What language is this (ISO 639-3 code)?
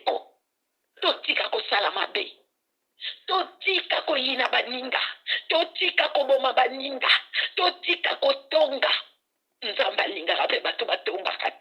lin